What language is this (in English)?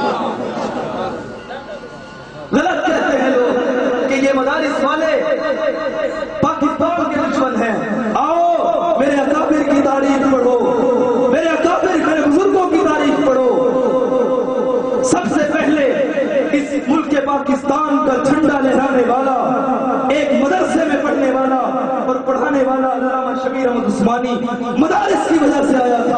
Urdu